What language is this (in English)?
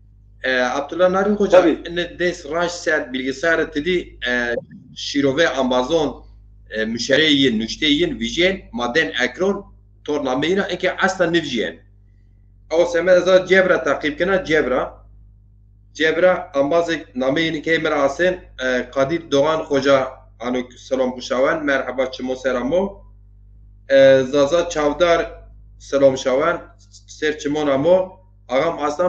Zaza